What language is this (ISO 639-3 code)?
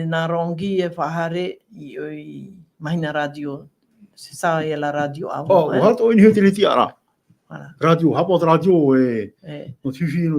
tah